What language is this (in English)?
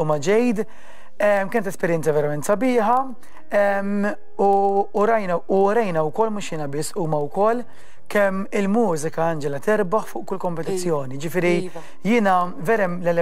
Maltese